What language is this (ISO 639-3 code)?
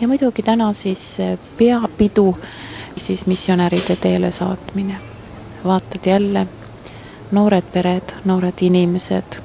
est